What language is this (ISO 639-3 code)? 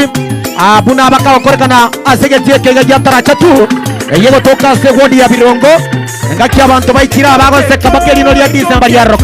guz